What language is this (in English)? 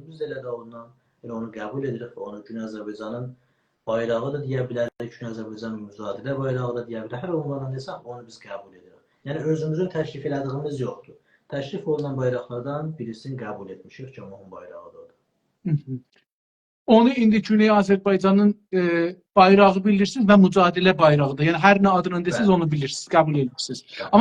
South Azerbaijani